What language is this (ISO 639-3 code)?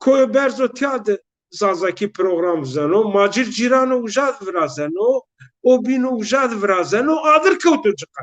zza